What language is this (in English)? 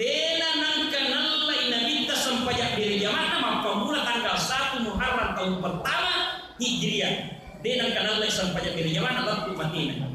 Buginese